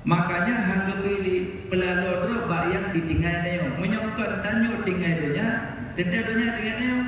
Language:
Achinese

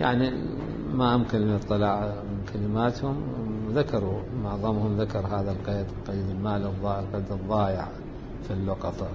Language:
Mesopotamian Arabic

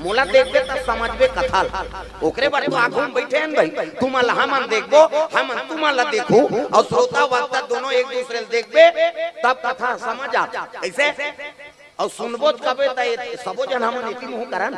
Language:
Chhattisgarhi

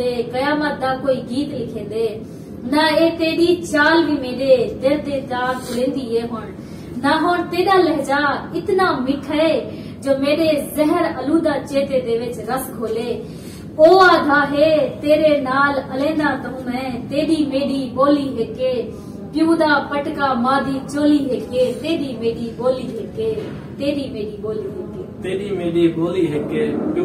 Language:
Saraiki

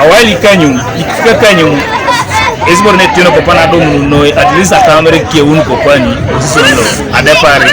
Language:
Teso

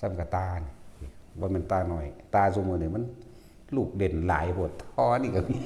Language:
Northeastern Thai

